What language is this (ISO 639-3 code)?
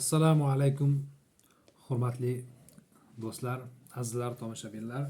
uzb